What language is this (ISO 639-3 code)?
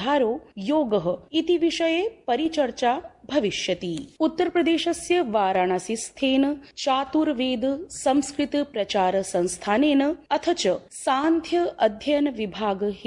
san